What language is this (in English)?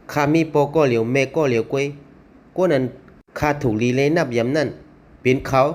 Shan